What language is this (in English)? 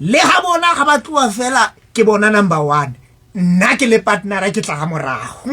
Southern Sotho